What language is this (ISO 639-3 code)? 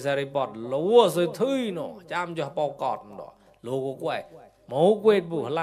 mnw